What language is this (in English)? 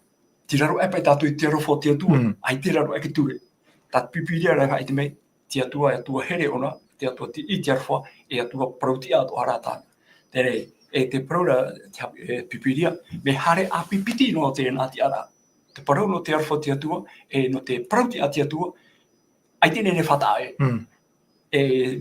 Tahitian